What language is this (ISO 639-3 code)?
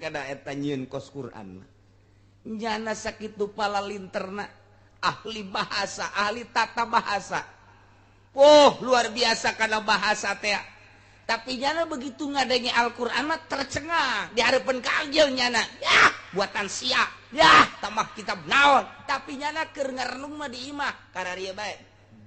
sun